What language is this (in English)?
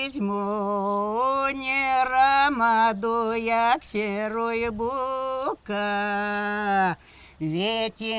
Erzya